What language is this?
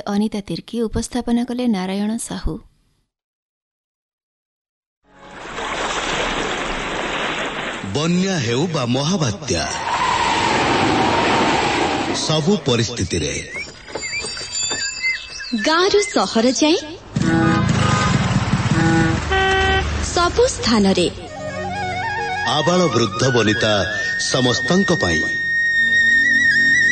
Odia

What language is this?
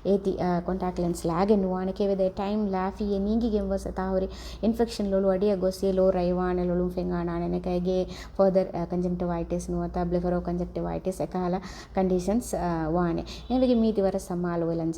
Divehi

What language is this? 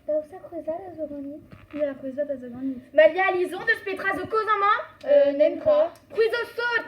Breton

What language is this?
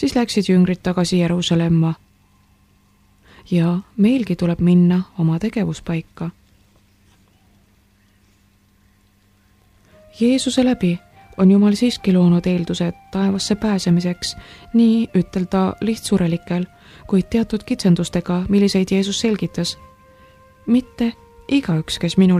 Estonian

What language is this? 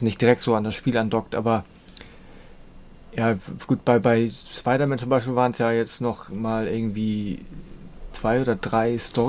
German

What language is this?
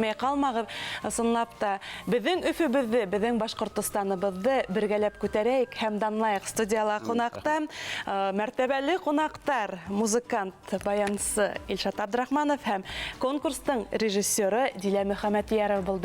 Bashkir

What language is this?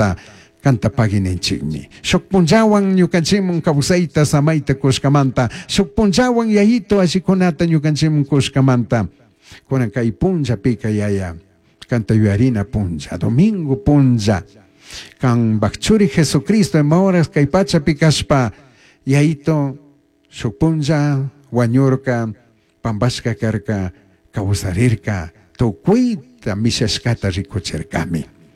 Chimborazo Highland Quichua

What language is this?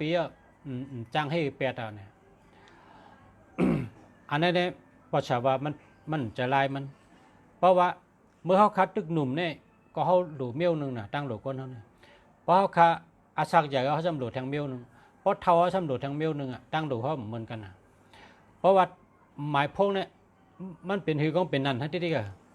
Shan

